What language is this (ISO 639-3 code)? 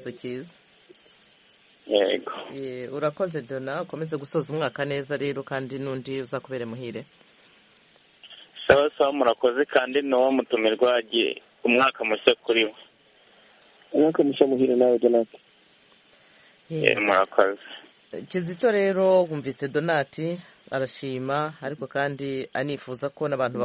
kin